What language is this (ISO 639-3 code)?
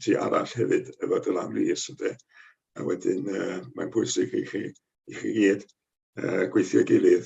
cym